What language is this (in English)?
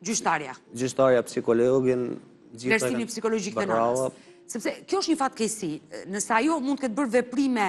Albanian